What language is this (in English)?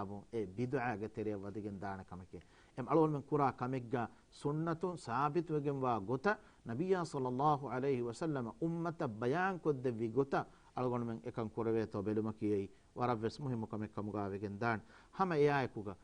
Divehi